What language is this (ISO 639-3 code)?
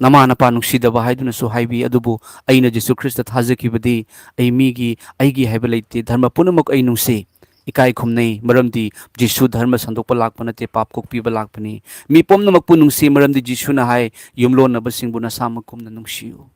mni